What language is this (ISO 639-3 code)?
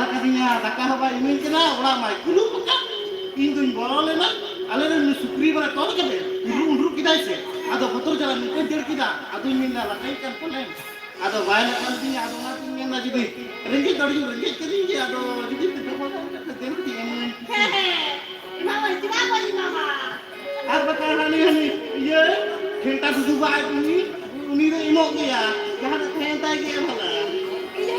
sat